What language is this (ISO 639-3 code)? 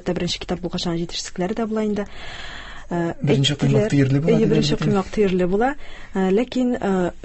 tat